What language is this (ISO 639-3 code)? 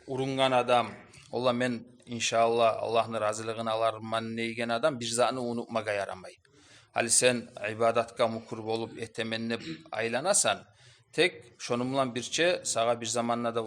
kum